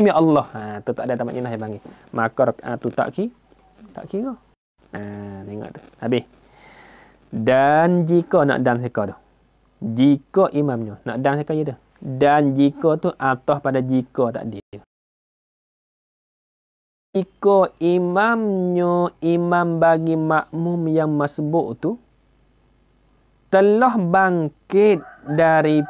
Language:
Malay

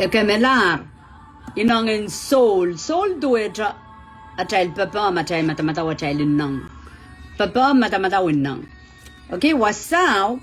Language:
Pohnpeian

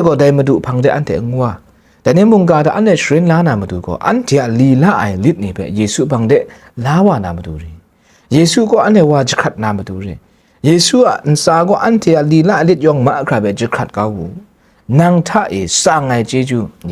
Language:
Kachin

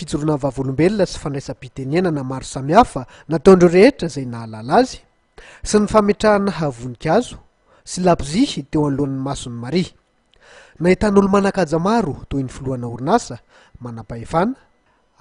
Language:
Malagasy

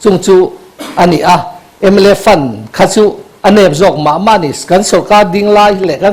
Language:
Mizo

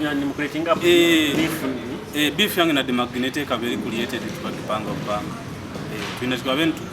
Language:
Nyoro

